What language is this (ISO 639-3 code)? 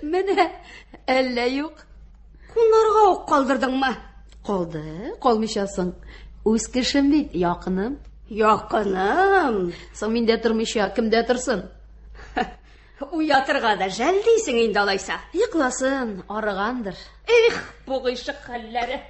tat